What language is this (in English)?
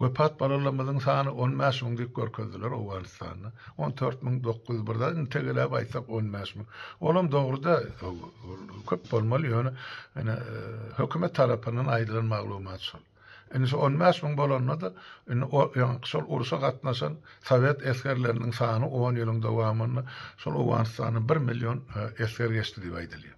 Turkmen